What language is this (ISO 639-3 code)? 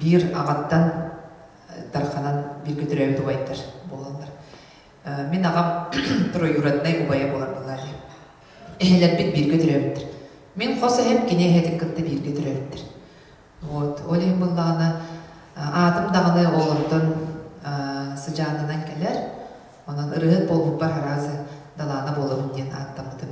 sah